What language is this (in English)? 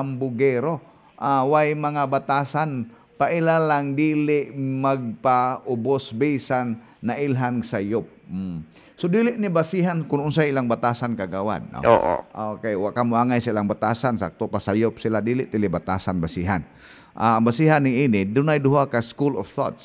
Cebuano